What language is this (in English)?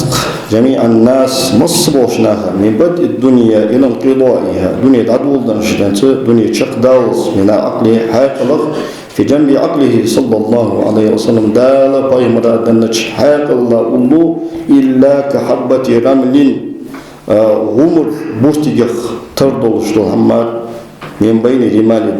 Ingush